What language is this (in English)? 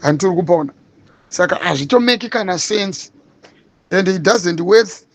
Shona